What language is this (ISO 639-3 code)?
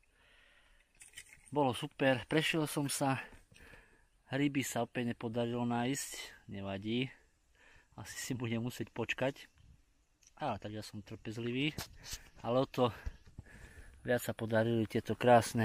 slk